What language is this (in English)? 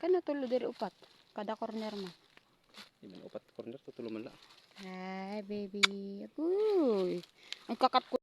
Waray